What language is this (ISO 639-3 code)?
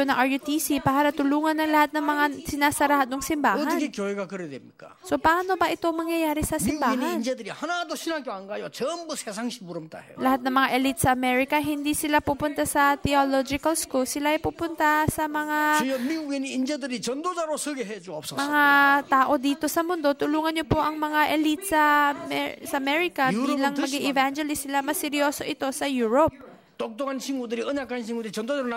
fil